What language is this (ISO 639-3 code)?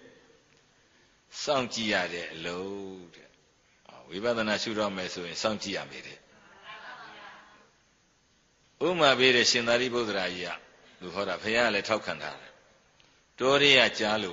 mya